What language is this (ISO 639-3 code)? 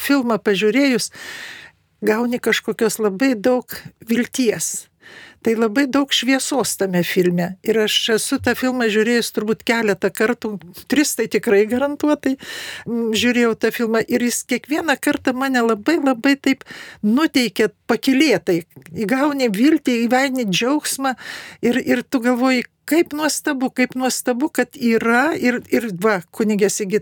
lit